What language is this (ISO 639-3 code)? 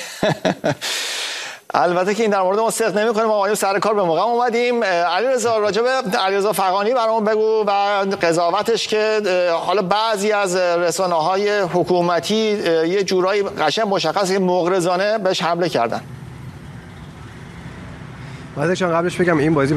fas